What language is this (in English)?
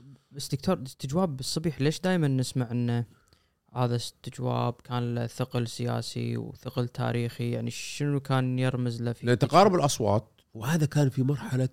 Gulf Arabic